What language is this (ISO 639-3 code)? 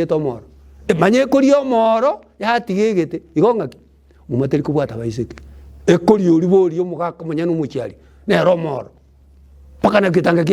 guz